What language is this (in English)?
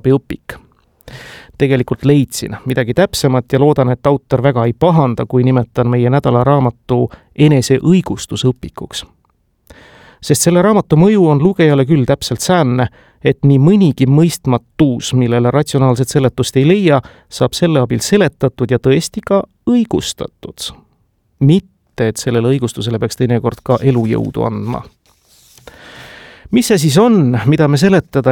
Estonian